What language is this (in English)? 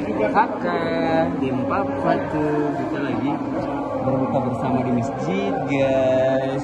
Ambonese Malay